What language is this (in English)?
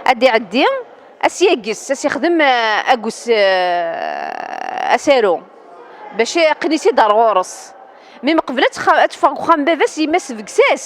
Kabyle